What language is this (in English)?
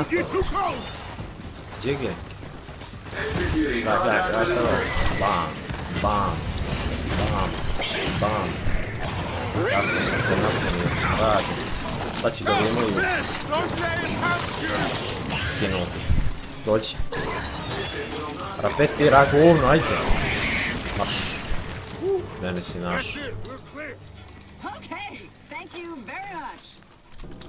Croatian